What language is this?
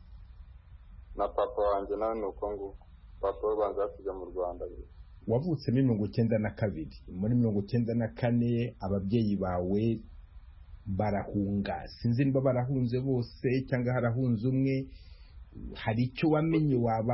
Kinyarwanda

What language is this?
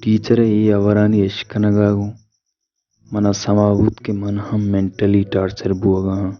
Baluchi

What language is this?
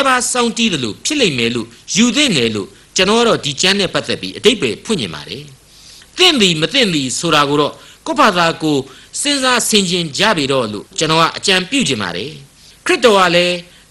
Burmese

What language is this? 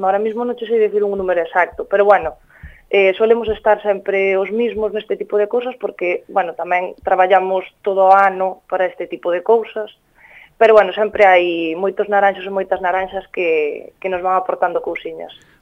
Galician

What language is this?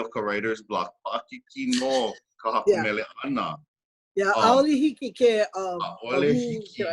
Hawaiian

